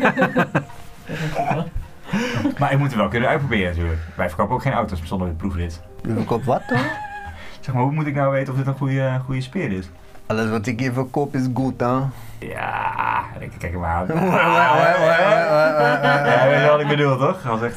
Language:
Dutch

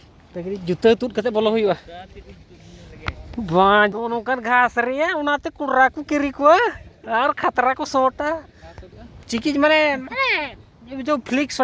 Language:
Santali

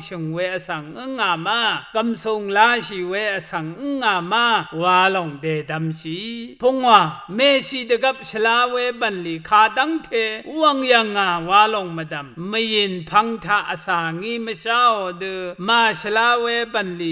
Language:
Rawang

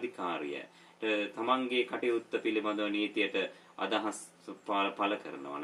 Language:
Sinhala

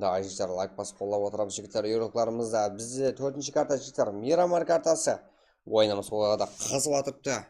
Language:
Kara-Kalpak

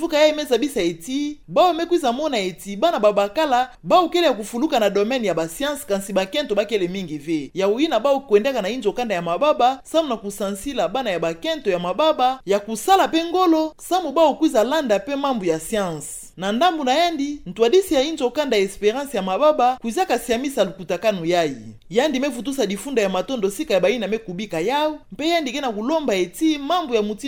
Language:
Kituba (Democratic Republic of Congo)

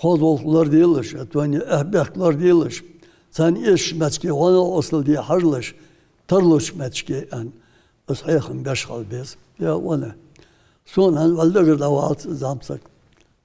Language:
Ingush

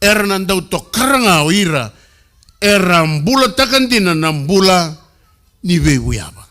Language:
Fijian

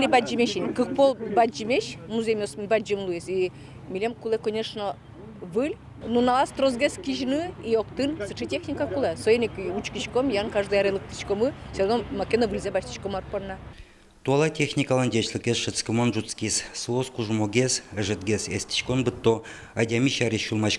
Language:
Udmurt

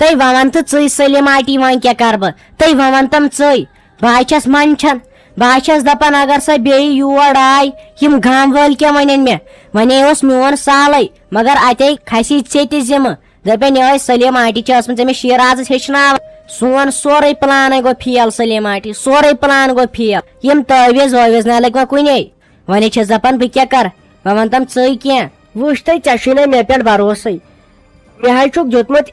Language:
Kashmiri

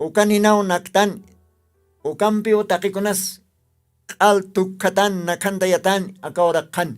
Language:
Aymara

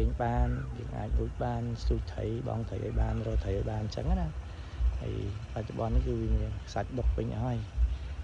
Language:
Khmer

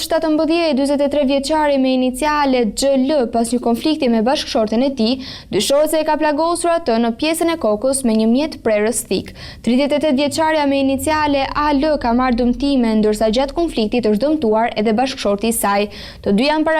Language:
Albanian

